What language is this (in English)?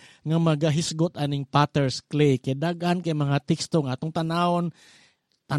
Cebuano